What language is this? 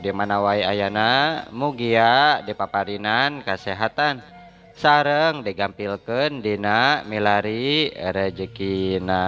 Sundanese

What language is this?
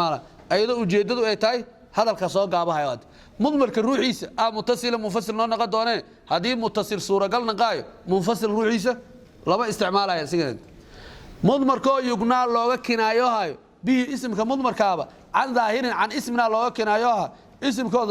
Somali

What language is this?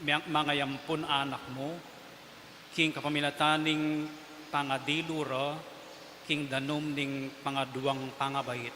Pampanga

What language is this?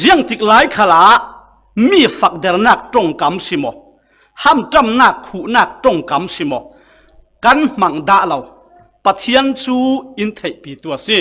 Falam Chin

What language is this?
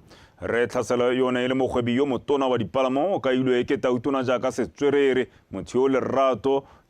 Tswana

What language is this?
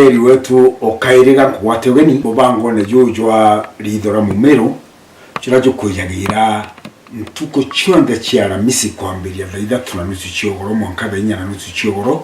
Meru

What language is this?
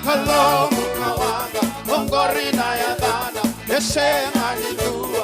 Fijian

